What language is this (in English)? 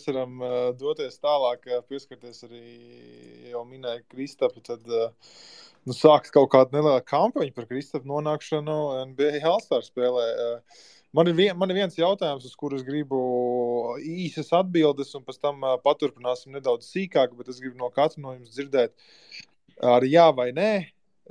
Latvian